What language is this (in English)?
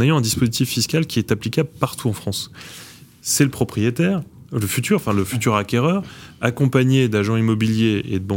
French